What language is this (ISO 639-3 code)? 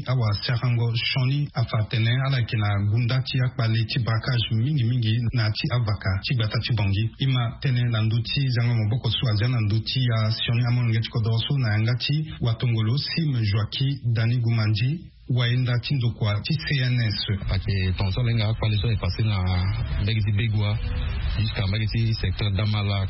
sag